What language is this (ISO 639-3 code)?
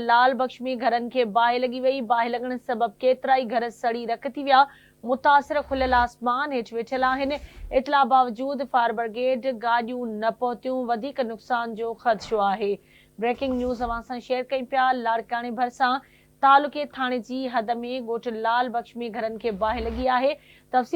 snd